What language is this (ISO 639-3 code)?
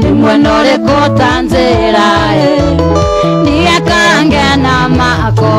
kik